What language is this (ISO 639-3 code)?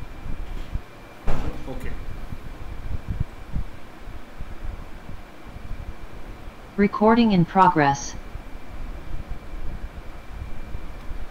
hin